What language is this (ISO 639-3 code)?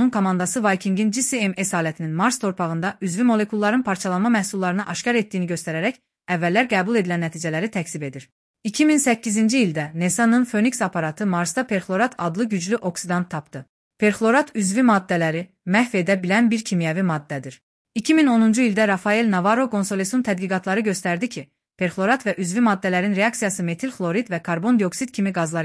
aze